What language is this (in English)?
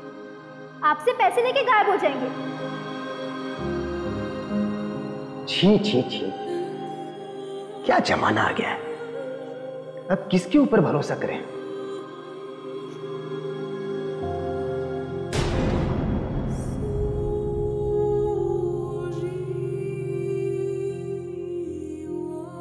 Hindi